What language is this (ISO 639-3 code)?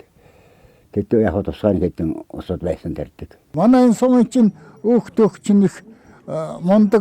mon